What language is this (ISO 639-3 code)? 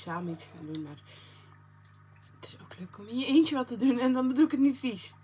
nld